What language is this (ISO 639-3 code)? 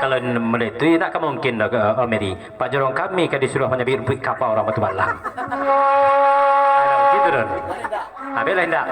min